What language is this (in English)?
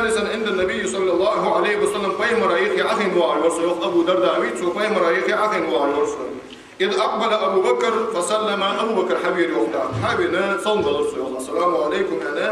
Ingush